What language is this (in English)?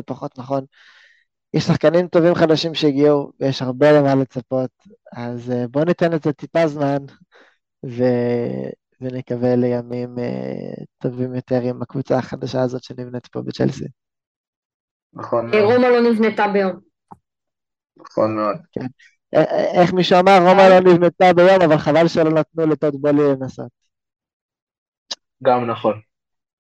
Hebrew